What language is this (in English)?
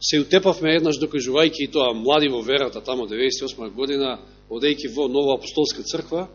Macedonian